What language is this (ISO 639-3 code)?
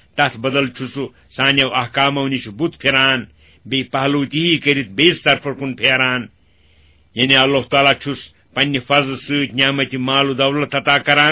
kas